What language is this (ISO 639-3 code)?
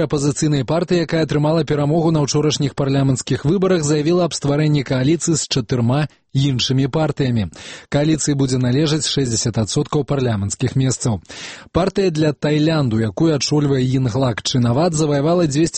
bel